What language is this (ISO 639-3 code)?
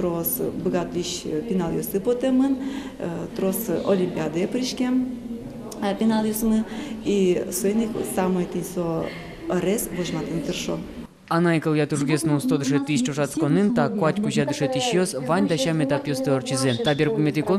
udm